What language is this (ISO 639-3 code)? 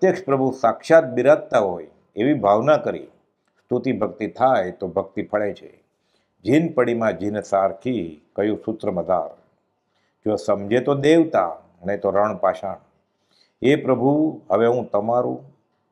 guj